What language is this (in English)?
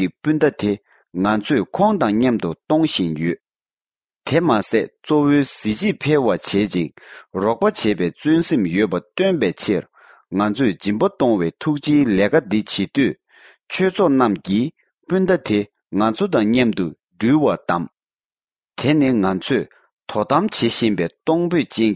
Tibetan